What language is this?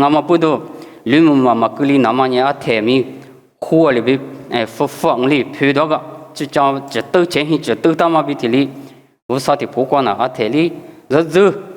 Lisu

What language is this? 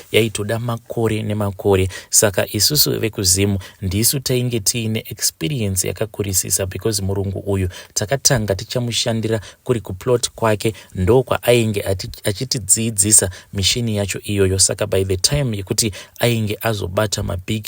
Shona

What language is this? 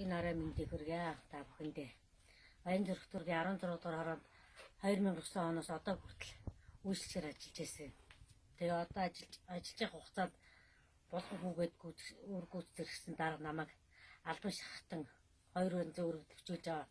Mongolian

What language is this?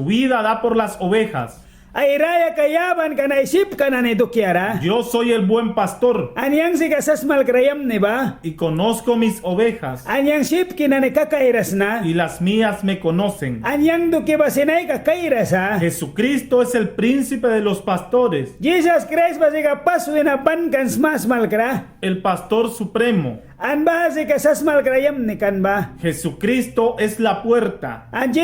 Mískito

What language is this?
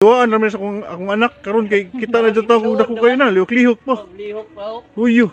Cebuano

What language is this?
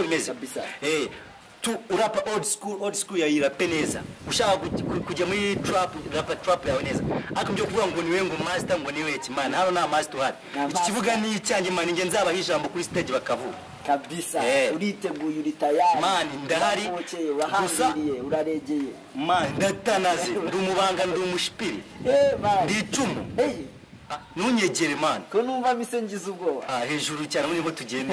Kinyarwanda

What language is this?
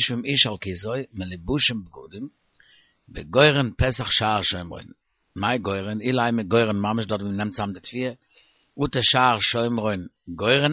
Yiddish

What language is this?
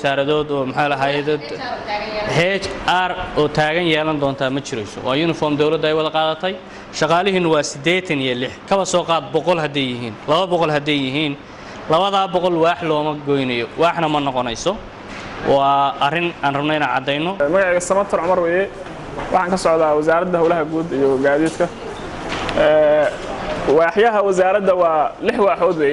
Somali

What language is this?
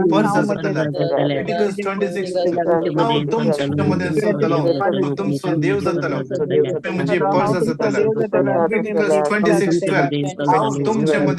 Konkani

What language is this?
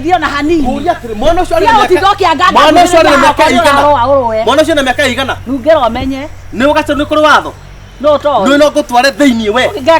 Kikuyu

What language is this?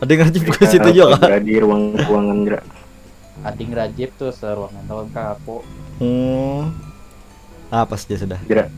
Banjar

